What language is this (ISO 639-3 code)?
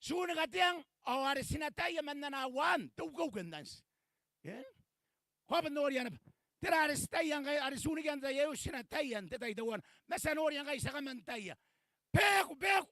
gil